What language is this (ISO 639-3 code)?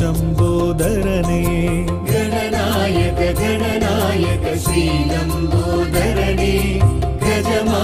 tam